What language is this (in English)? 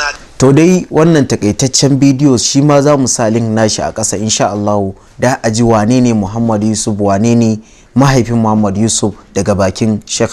Hausa